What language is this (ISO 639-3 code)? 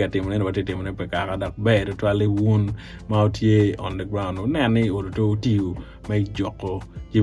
ach